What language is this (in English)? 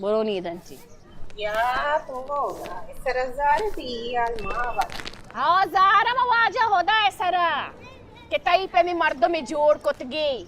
Baluchi